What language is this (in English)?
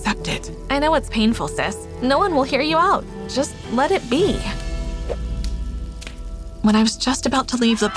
English